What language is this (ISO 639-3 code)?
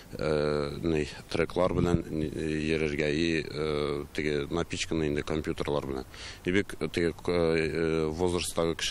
tat